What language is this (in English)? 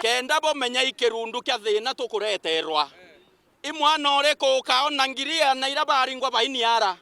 Meru